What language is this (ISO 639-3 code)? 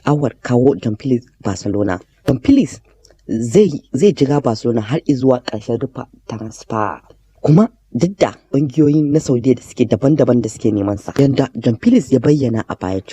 hau